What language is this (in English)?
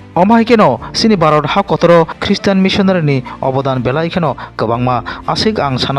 Kok Borok